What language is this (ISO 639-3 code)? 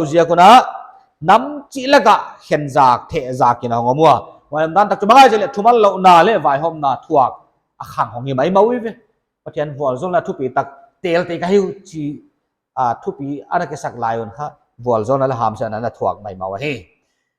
pck